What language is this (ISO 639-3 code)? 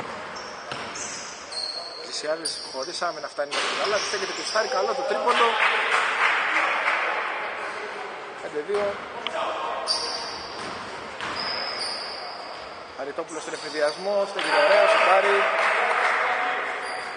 ell